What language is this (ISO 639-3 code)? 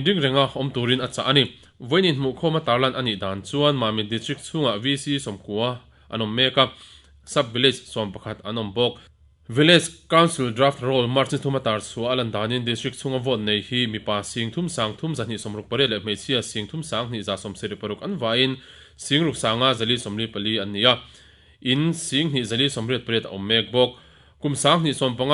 lus